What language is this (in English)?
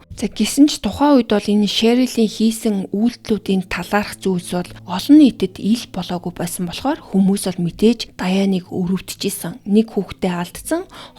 Mongolian